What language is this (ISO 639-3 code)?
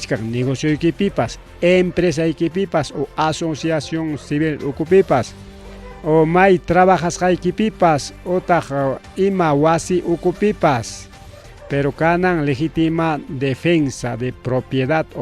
quy